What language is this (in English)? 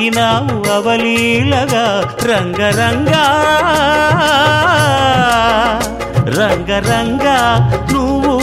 Telugu